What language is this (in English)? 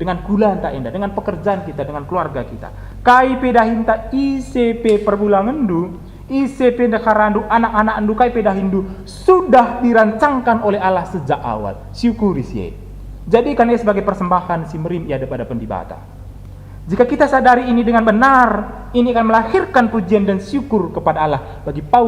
Batak Karo